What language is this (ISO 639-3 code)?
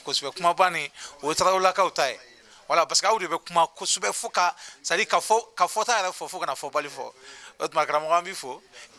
bam